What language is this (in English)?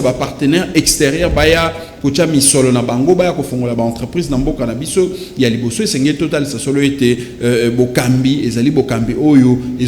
Lingala